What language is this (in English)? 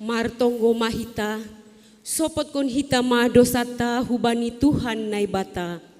Batak Simalungun